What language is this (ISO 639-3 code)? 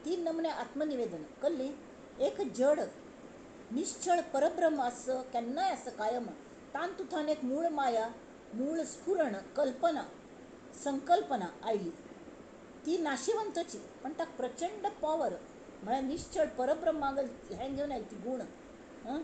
kok